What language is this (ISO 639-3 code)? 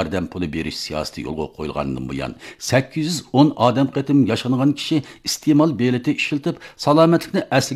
uig